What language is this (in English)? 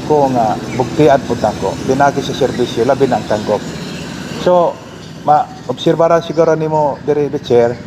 Cebuano